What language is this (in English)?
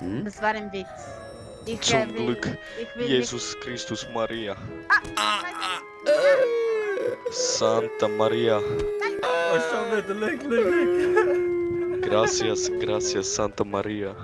Swiss German